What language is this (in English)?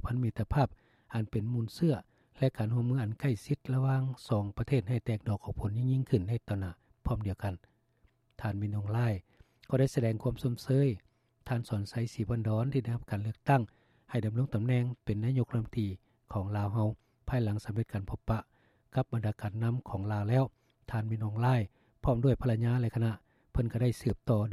Lao